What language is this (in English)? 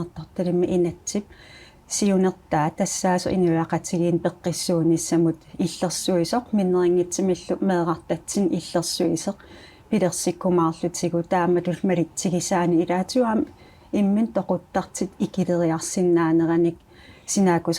Kalaallisut